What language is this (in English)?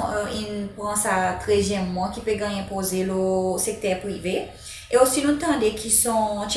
Seselwa Creole French